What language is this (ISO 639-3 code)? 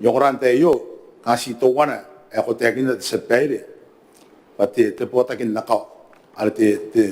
gil